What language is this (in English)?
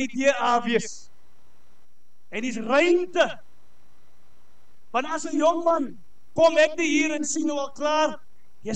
Afrikaans